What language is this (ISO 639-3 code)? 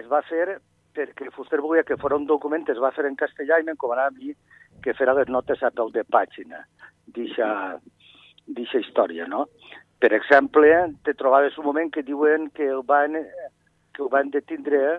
cat